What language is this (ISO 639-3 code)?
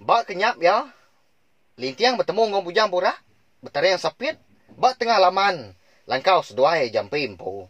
iba